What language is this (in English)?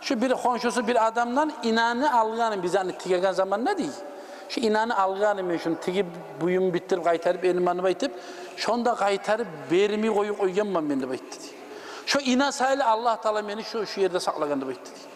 Kumyk